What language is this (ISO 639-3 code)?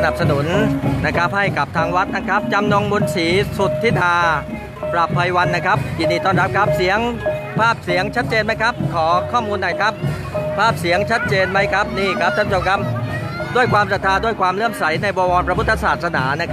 tha